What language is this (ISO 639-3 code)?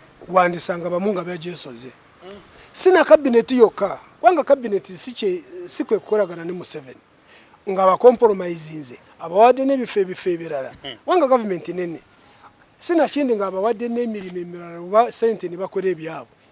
lug